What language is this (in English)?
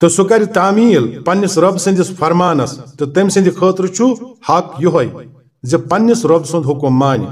Kashmiri